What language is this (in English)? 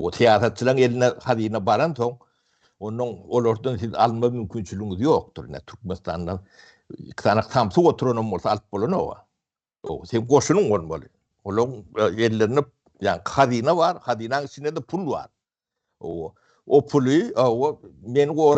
Turkmen